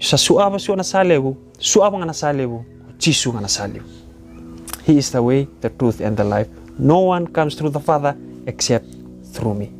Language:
Fijian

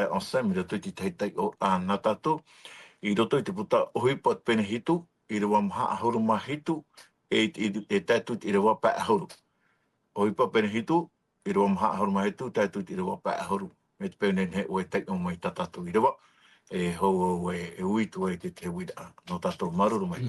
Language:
Tahitian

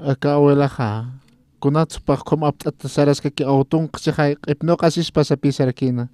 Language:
Aymara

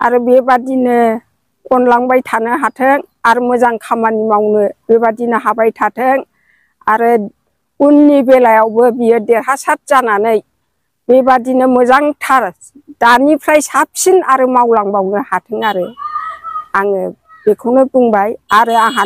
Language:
Bodo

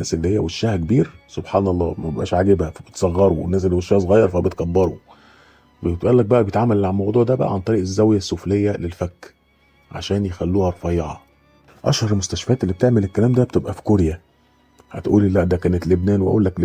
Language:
Egyptian Arabic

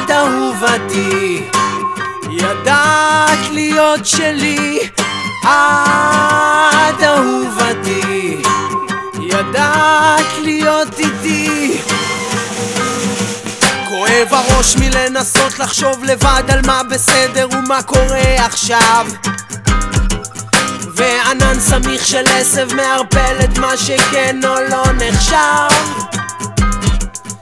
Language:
Hebrew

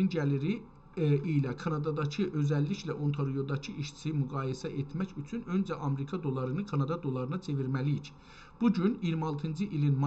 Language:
South Azerbaijani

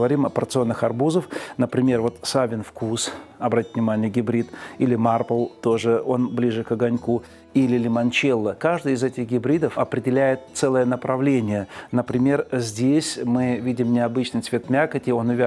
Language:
Russian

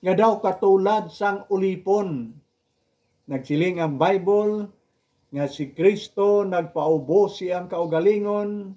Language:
Hiligaynon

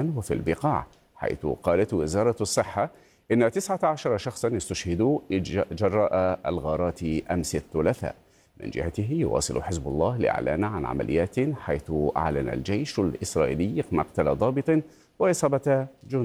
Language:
Arabic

